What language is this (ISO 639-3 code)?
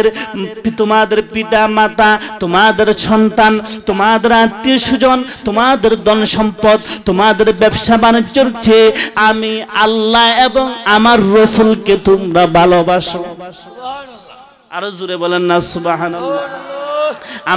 ben